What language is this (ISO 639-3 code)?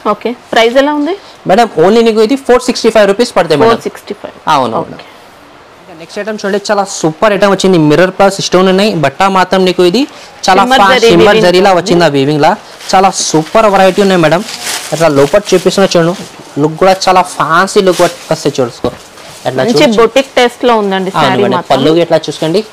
tel